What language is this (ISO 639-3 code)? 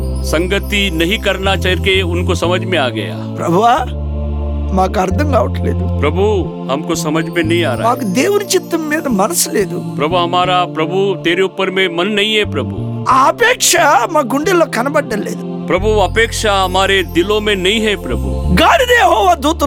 tel